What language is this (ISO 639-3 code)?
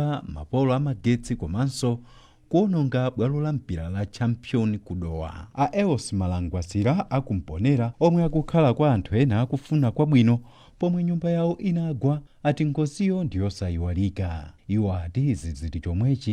nya